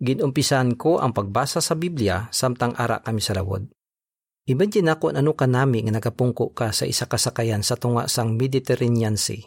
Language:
Hiligaynon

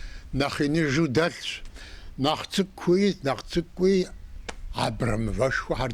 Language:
Kabardian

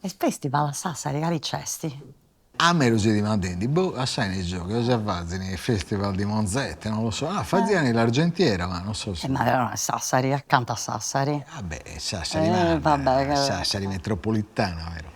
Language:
Sardinian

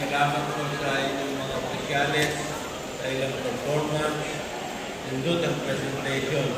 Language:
Cebuano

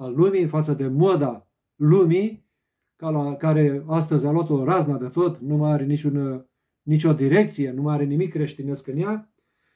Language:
Romanian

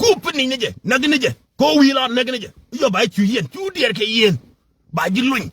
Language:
Nuer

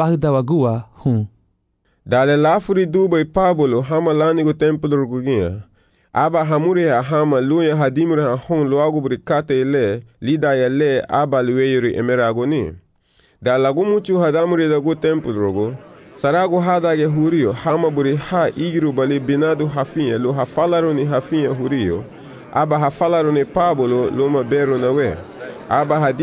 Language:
Garifuna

